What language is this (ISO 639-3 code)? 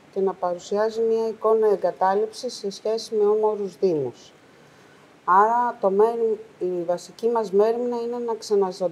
ell